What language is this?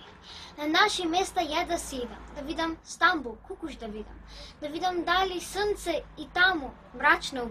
Macedonian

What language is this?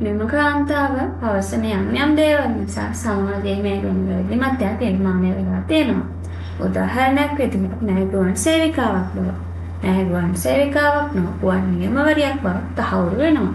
Sinhala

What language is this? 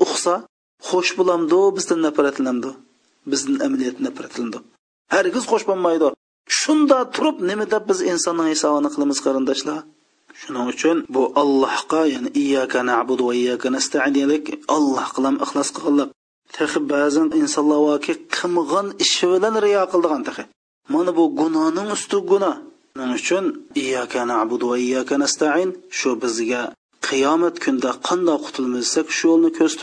Uyghur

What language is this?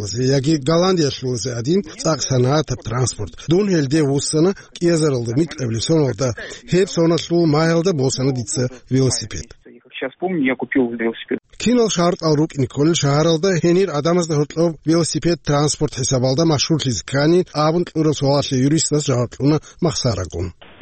Avaric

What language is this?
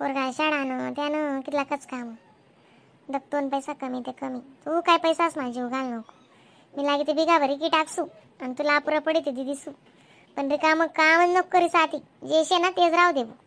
Khandesi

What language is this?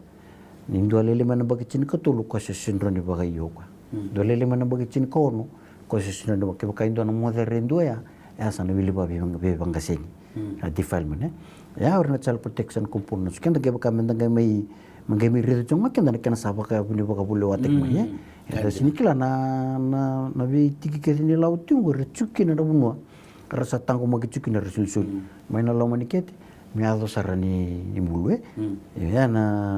Fijian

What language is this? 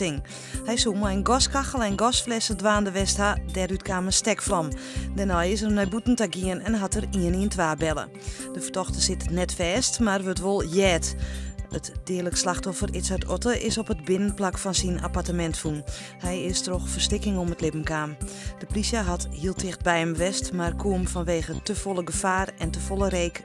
Western Frisian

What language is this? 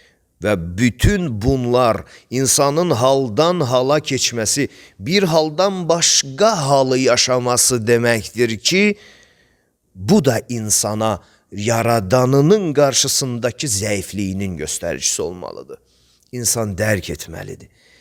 Azerbaijani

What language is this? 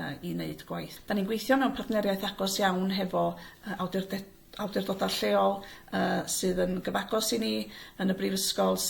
Welsh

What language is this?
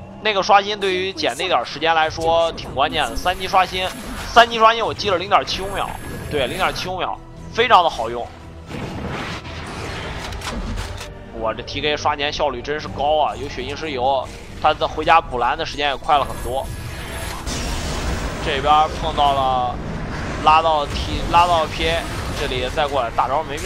Chinese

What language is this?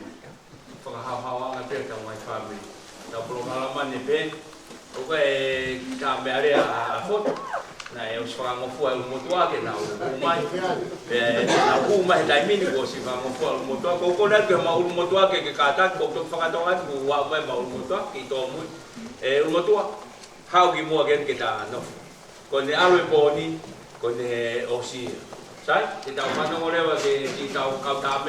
Tongan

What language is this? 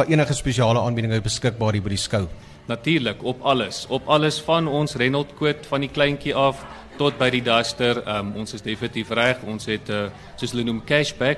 Afrikaans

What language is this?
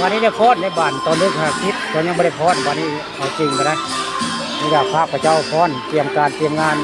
Northeastern Thai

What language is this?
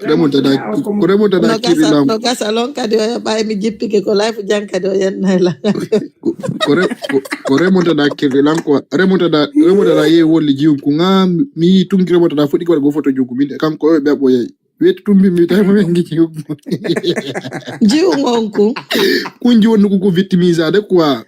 Fula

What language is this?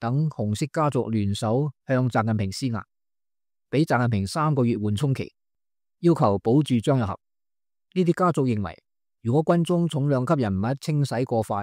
Cantonese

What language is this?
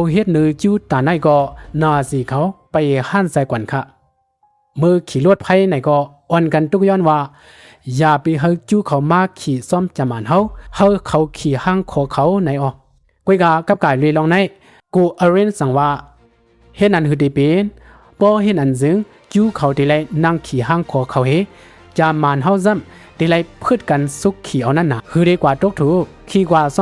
Shan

